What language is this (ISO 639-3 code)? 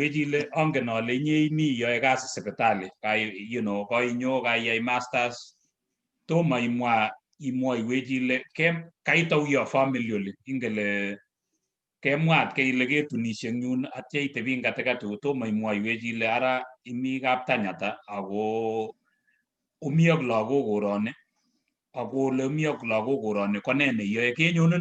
kln